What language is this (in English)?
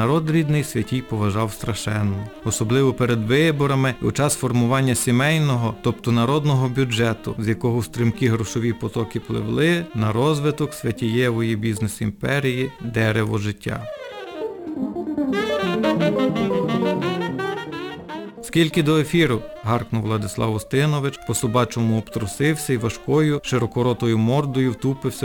Ukrainian